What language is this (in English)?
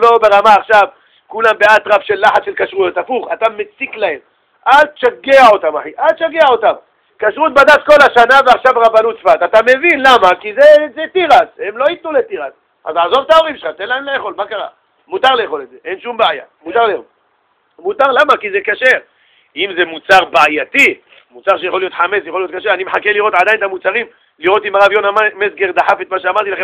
Hebrew